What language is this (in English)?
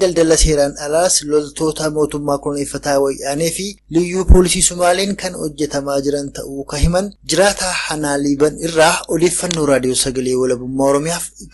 Oromo